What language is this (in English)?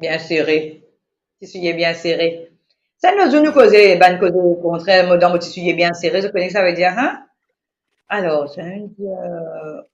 Morisyen